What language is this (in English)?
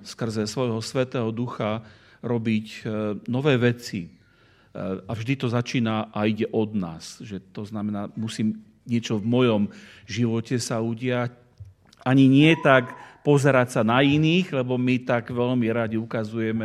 Slovak